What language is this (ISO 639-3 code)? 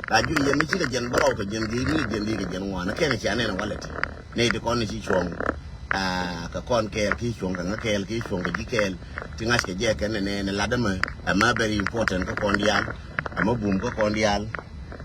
nus